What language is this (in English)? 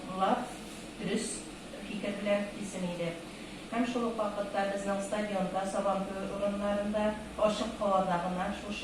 Tatar